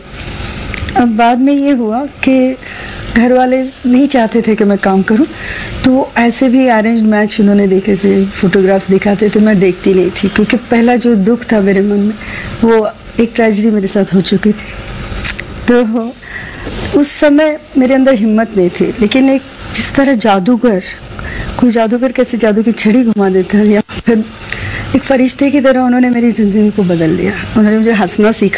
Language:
Hindi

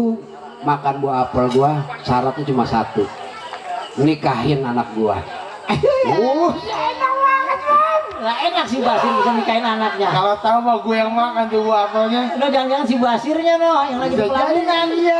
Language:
Betawi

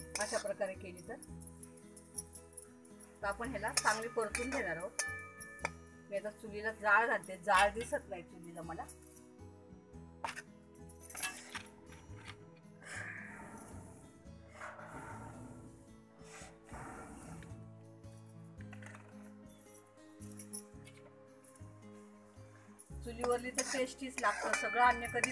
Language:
Marathi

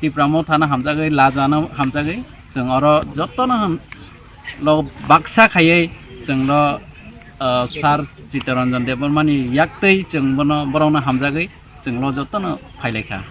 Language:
Kok Borok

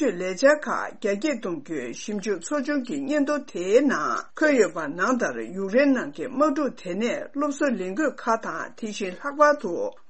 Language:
Tibetan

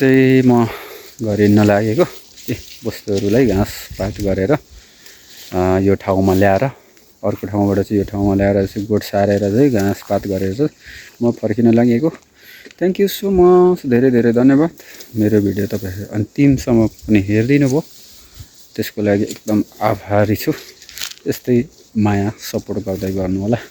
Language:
Nepali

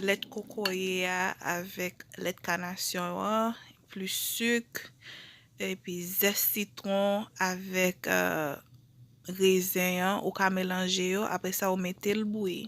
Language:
Haitian Creole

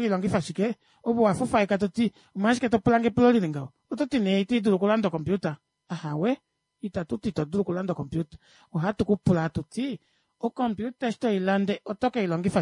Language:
Kuanyama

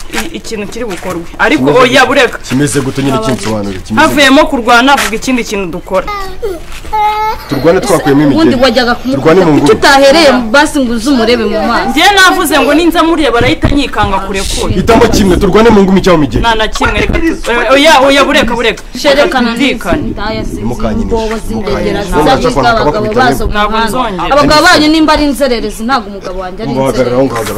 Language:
Kinyarwanda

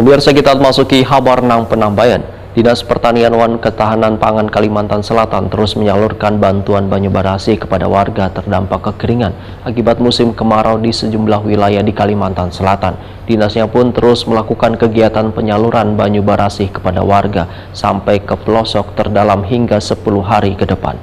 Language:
Banjar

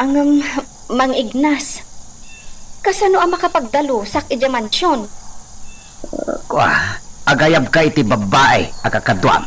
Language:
Iloko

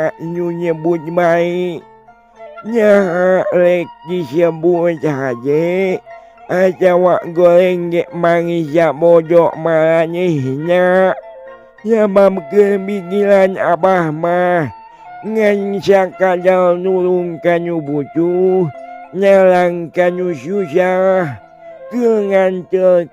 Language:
Sundanese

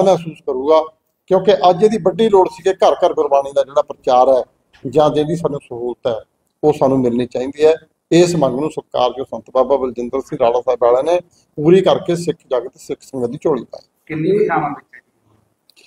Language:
Punjabi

